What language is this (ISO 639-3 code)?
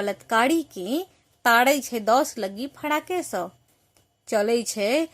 mai